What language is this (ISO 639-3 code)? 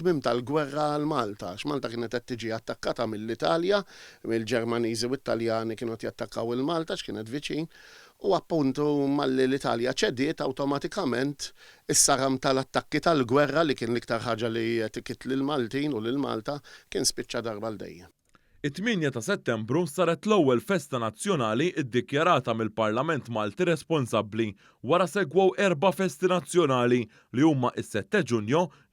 mlt